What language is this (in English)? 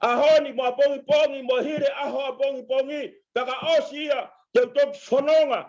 Tongan